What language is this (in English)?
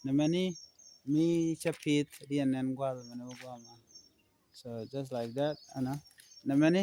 Nuer